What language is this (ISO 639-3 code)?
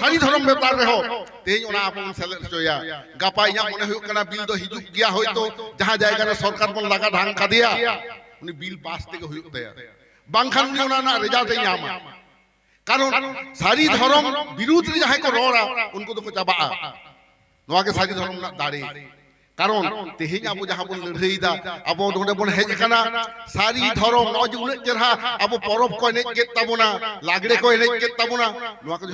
sat